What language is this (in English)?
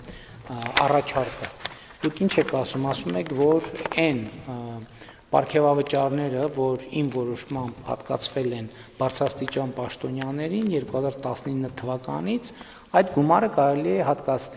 Armenian